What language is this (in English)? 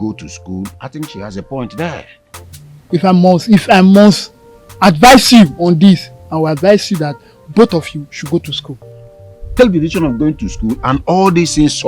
Nigerian Pidgin